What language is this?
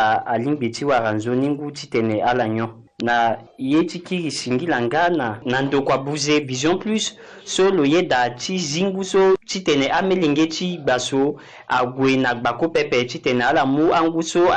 Sango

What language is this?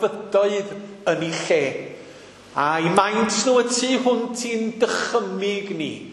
Welsh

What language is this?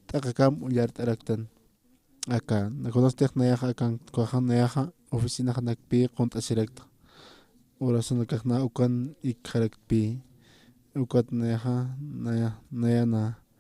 Aymara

